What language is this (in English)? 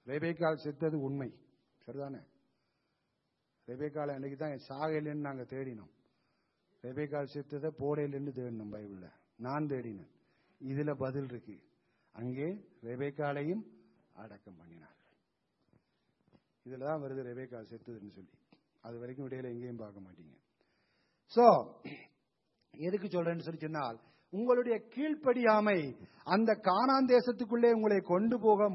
Tamil